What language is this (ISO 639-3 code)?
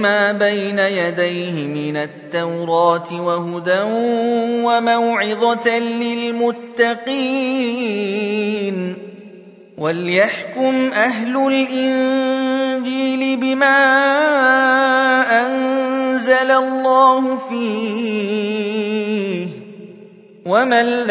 ara